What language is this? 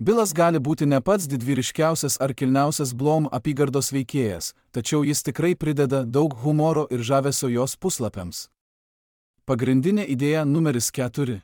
Lithuanian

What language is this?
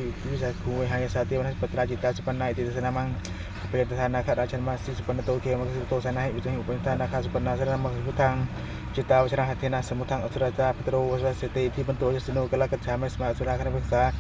Pali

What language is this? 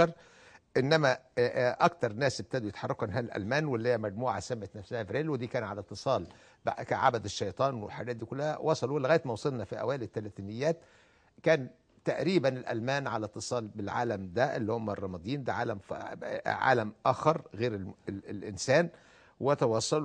Egyptian Arabic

